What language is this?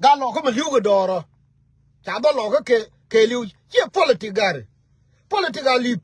Nuer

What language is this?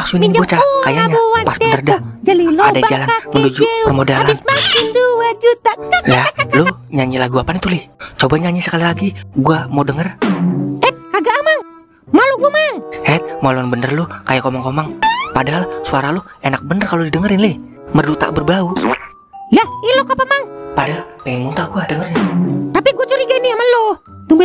Betawi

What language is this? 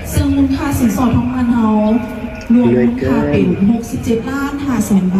Lao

